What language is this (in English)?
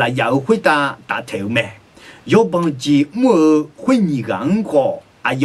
Akha